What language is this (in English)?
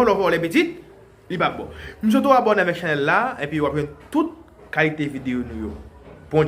Haitian Creole